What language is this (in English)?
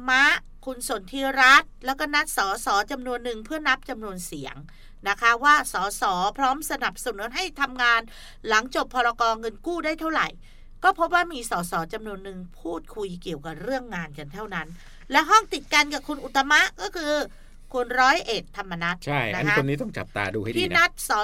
Thai